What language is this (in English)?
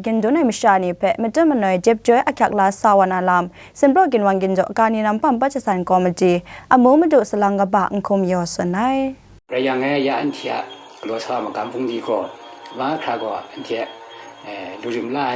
Kachin